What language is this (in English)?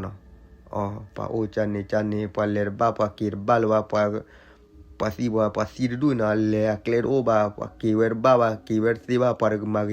S'gaw Karen